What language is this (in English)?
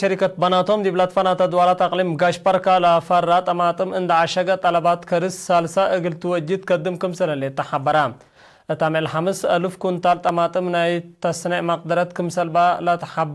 Tigre